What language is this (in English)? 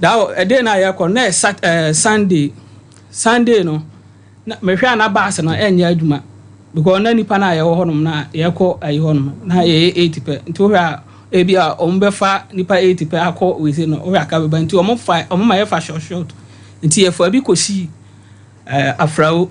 Akan